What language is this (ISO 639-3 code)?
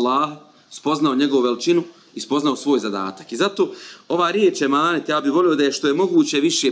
bos